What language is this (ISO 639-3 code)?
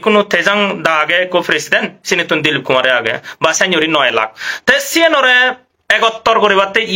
ccp